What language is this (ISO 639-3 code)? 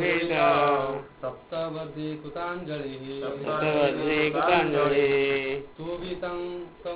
ori